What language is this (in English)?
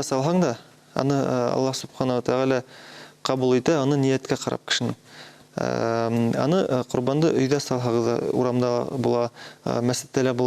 Bashkir